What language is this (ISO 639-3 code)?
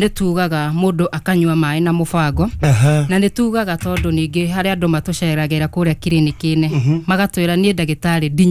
kik